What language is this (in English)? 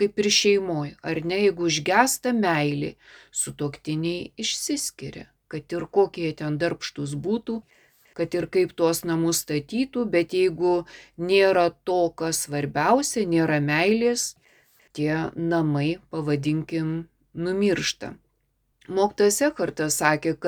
Lithuanian